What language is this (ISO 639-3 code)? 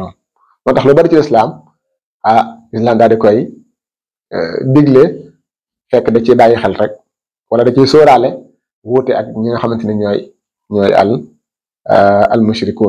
wol